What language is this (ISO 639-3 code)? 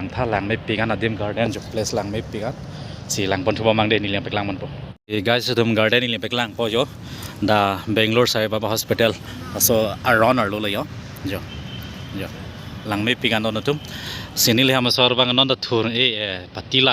mjw